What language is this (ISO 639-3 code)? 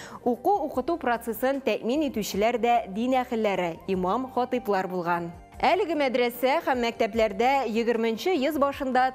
tat